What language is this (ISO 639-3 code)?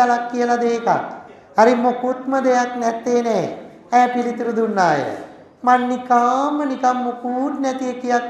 sin